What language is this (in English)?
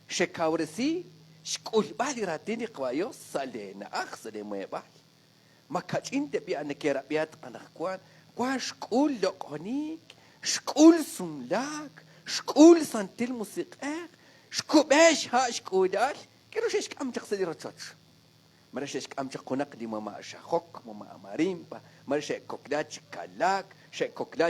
Kekchí